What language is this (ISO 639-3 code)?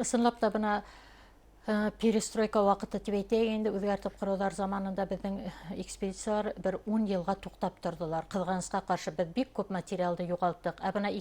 bak